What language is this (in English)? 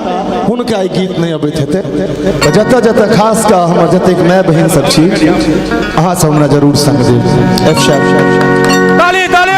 Maithili